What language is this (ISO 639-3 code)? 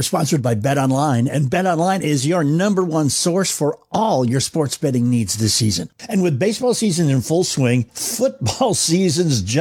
eng